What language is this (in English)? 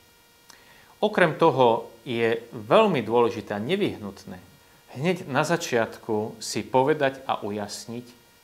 Slovak